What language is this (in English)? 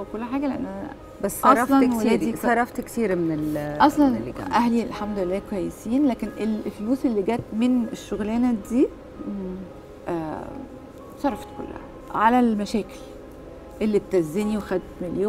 Egyptian Arabic